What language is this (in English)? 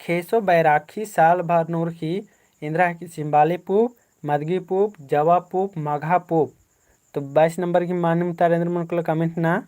Kurukh